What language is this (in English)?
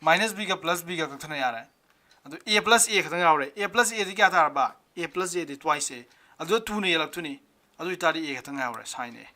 Manipuri